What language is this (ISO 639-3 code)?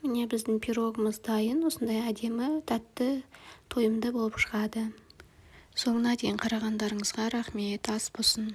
kaz